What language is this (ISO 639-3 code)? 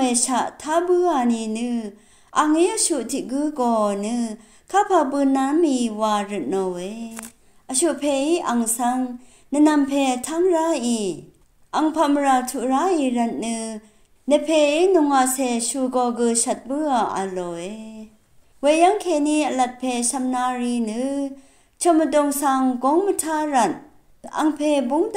raw